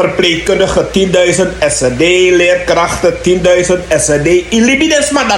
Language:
Sranan Tongo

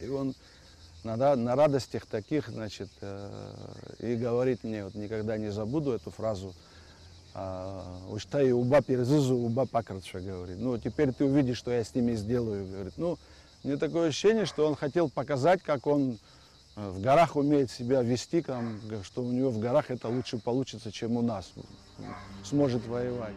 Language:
Abkhazian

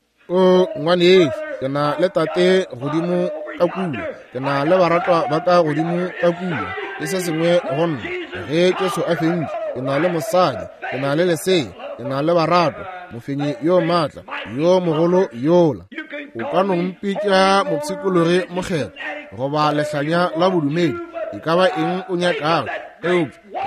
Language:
Northern Sotho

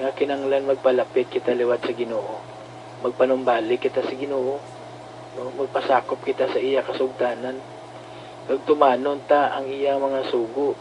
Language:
Hiligaynon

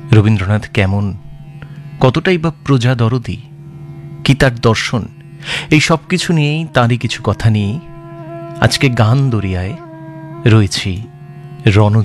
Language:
Bangla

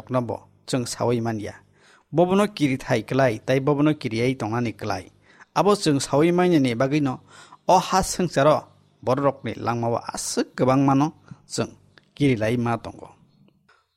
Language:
Kok Borok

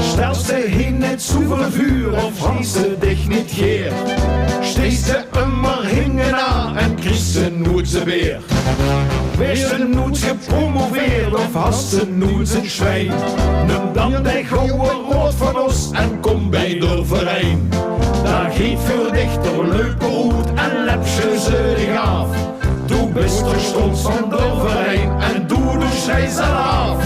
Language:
Limburgish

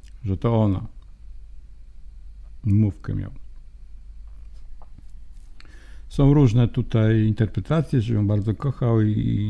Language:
Polish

